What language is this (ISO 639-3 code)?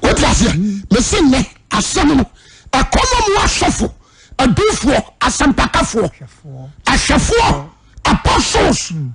aka